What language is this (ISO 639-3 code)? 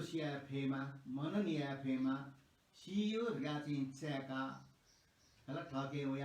new